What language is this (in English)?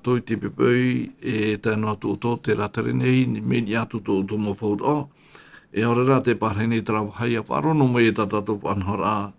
Tahitian